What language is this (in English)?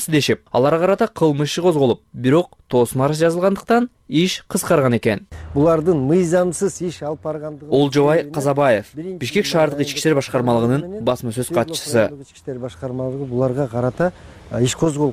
Kyrgyz